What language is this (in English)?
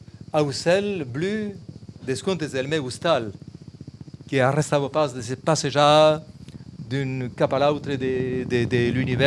Occitan